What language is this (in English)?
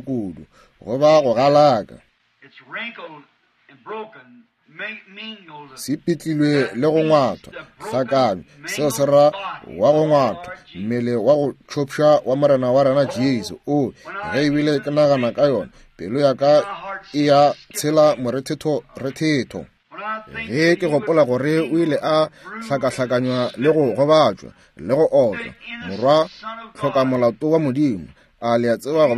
Northern Sotho